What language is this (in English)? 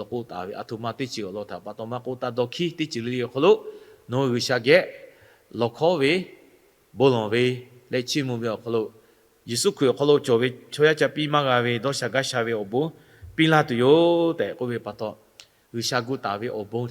Lahu